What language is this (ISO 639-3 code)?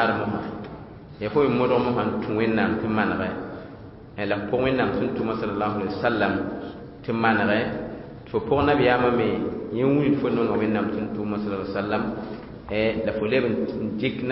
mos